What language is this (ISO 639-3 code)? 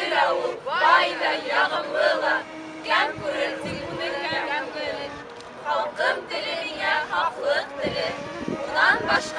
bak